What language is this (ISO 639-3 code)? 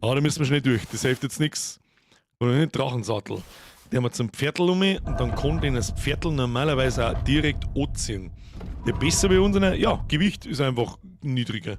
bar